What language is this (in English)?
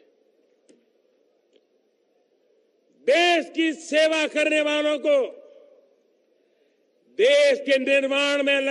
Hindi